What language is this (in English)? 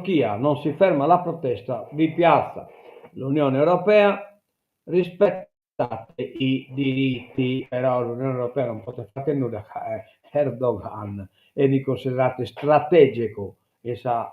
Sardinian